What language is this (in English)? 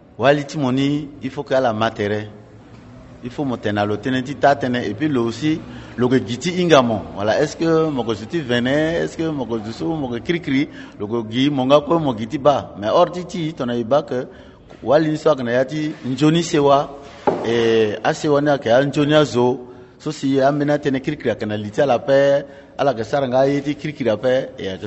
Sango